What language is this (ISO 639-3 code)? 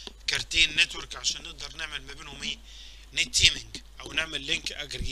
arz